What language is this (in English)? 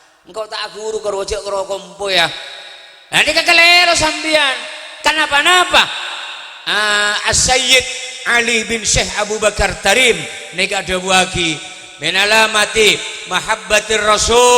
Madurese